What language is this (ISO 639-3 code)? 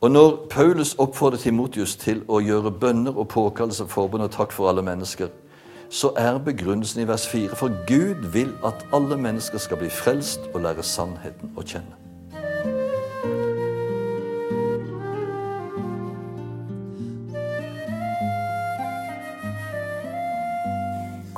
nor